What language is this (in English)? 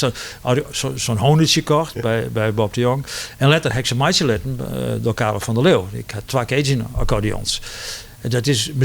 Western Frisian